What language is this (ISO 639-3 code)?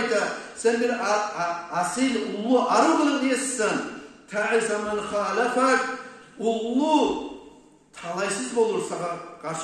kum